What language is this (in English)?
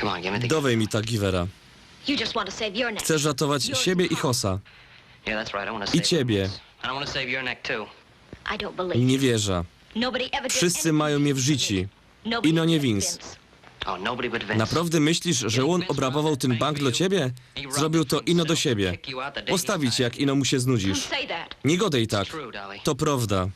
Silesian